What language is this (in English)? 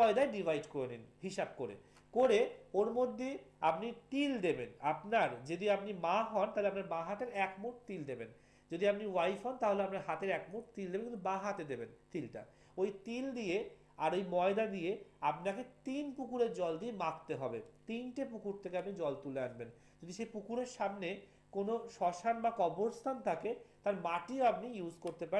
Bangla